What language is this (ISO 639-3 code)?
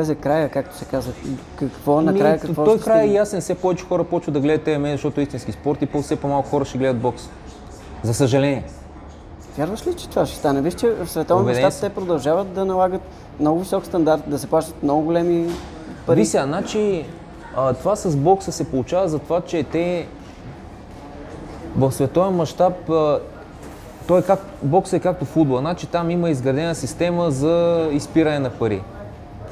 bul